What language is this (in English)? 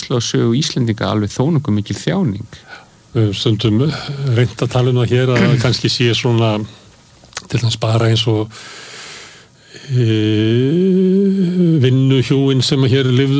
Icelandic